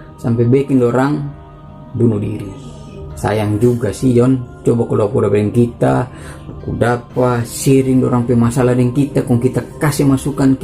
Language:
Manado Malay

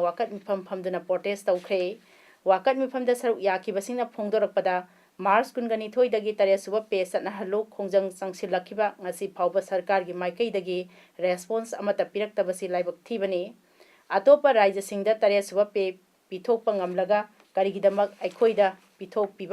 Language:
Manipuri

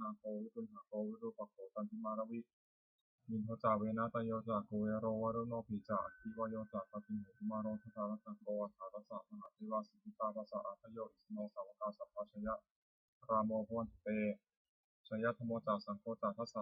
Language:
Pali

